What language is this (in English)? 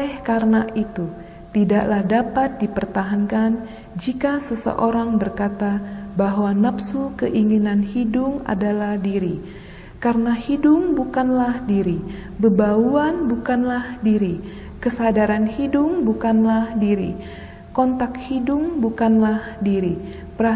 Indonesian